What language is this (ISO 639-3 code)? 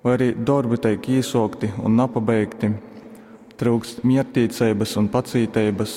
ltg